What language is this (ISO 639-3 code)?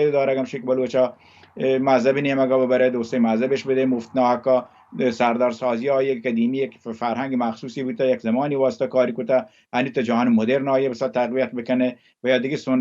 bal